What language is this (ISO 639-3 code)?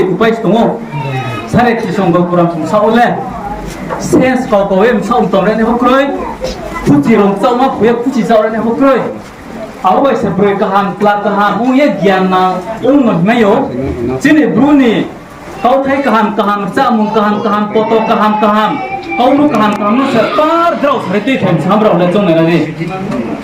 ria